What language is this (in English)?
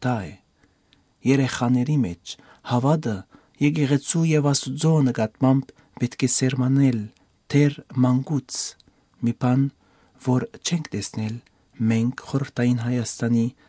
Armenian